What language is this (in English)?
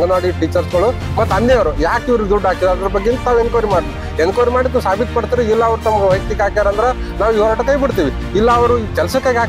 Kannada